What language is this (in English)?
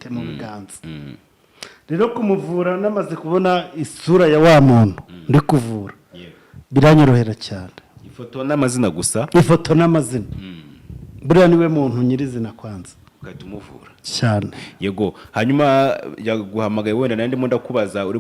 Kinyarwanda